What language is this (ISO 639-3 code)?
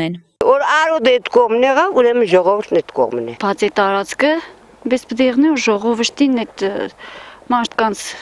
hye